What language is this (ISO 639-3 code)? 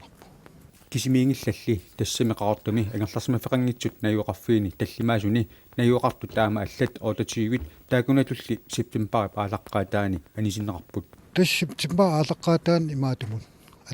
kal